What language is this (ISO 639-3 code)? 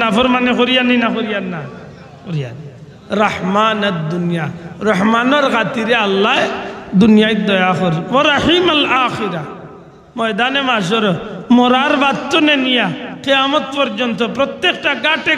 syl